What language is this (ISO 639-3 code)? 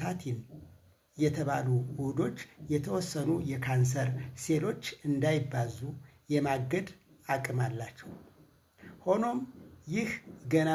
amh